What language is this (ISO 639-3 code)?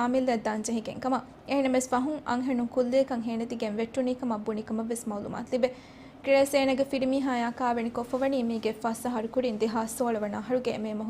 div